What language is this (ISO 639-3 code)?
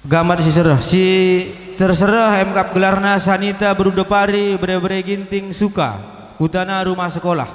btx